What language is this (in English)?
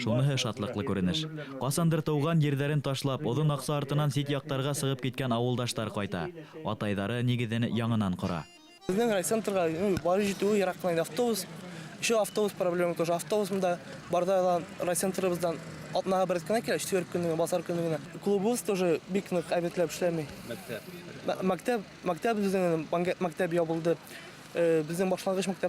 Bashkir